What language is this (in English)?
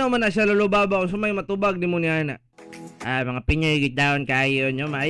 Cebuano